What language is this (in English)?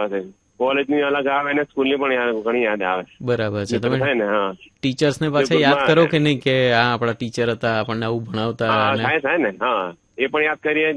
Gujarati